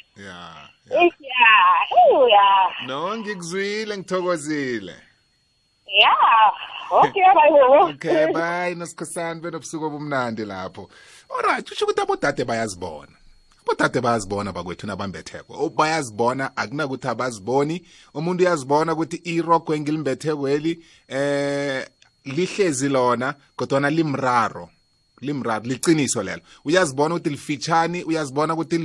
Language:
South Ndebele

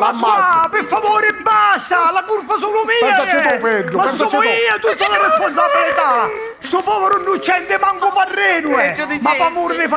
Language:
Sicilian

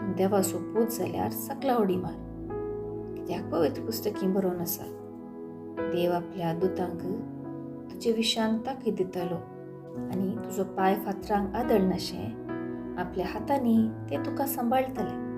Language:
Konkani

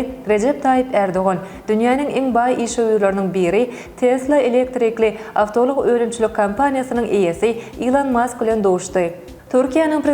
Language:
Turkmen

